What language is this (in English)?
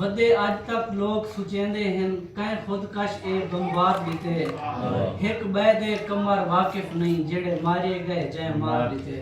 Saraiki